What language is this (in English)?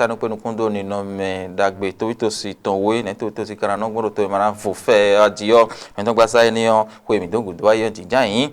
Fon